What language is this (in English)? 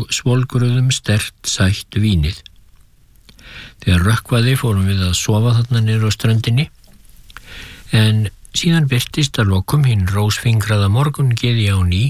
Icelandic